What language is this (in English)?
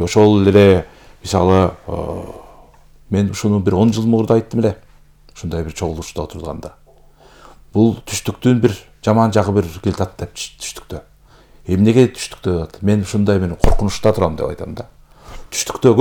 Kyrgyz